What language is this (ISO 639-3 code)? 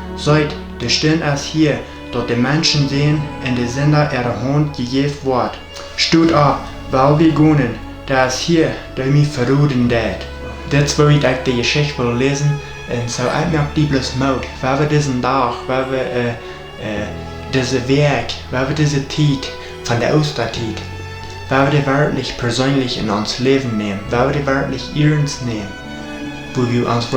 pdt